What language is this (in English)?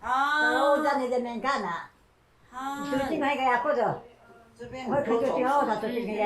Taroko